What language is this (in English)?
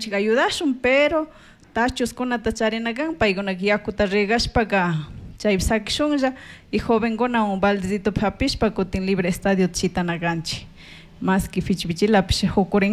Chimborazo Highland Quichua